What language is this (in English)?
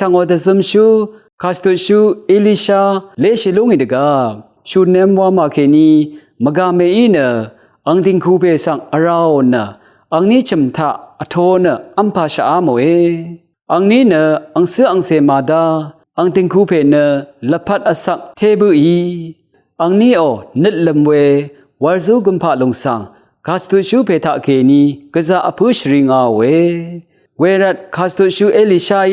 Rawang